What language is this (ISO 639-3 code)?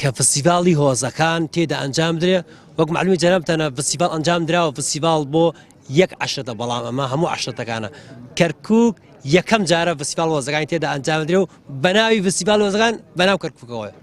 ckb